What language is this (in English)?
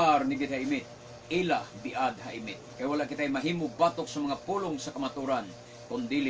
Cebuano